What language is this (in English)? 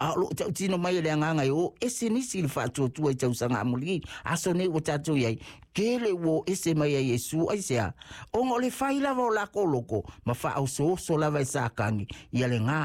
Samoan